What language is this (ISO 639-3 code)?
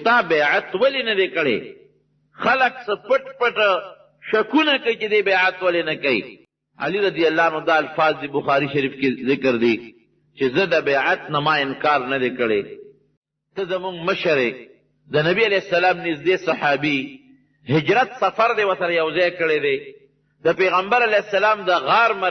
pus